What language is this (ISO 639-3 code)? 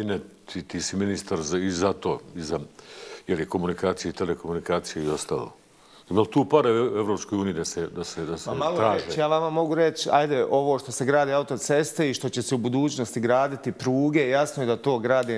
bos